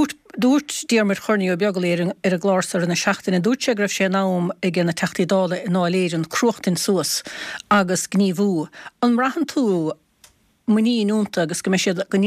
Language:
Irish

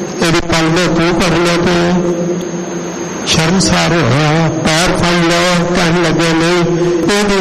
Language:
Punjabi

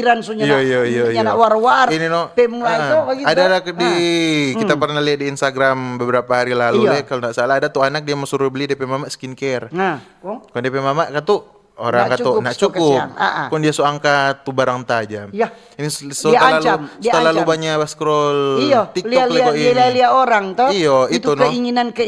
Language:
Manado Malay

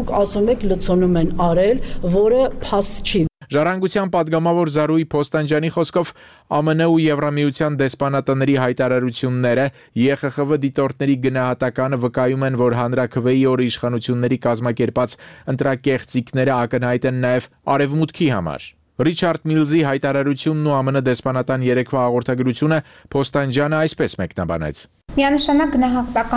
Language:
Armenian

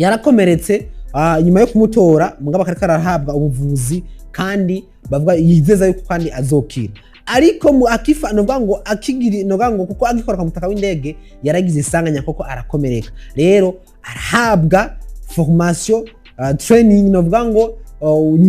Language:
Rundi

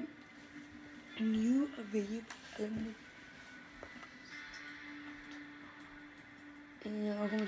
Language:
Swedish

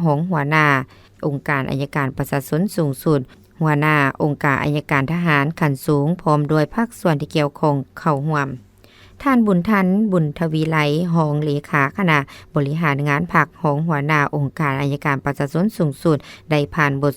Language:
Lao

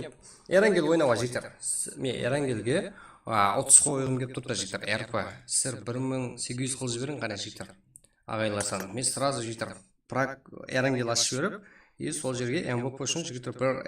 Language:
Kara-Kalpak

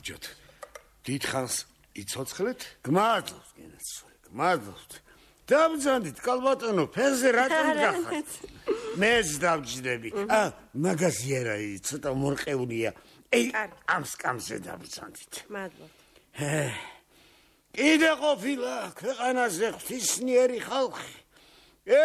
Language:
Georgian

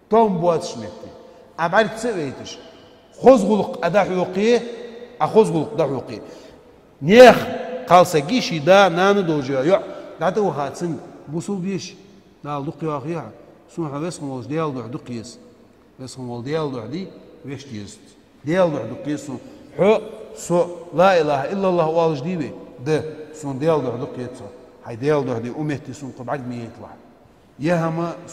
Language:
Ingush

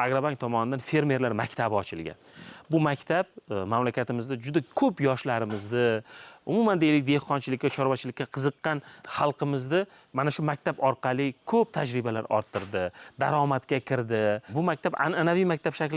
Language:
Uzbek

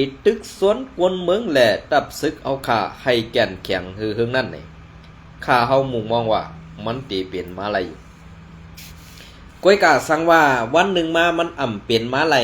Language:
Shan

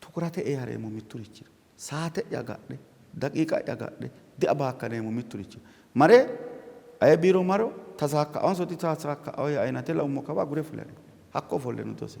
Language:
Sidamo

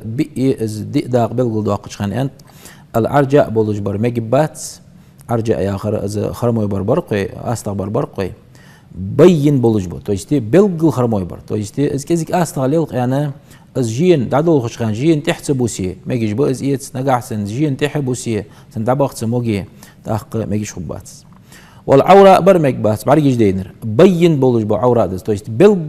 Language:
Ingush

